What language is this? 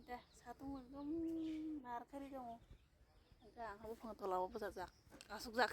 Kok Borok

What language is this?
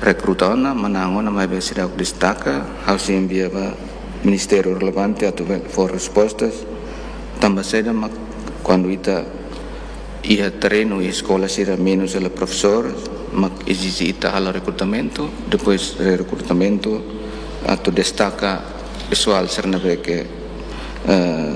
Tetum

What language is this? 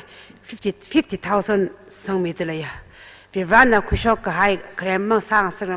Tangkhul Naga (India)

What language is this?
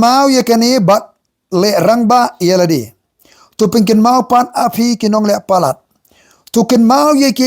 Khasi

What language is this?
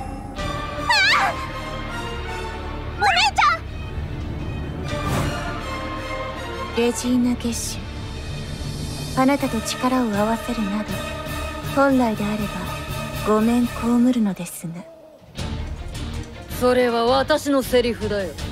Japanese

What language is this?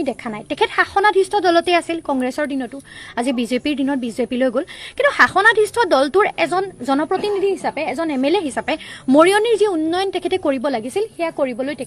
Assamese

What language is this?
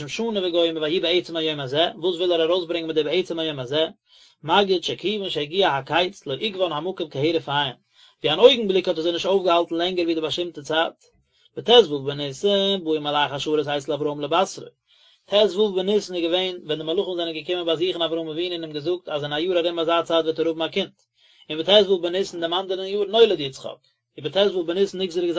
Yiddish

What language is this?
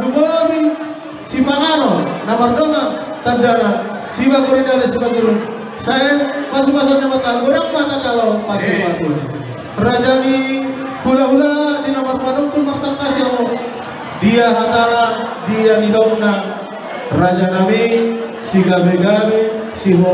Batak Toba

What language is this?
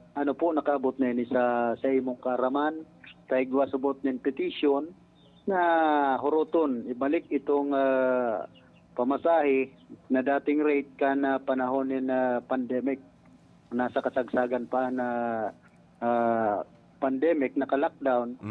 Bikol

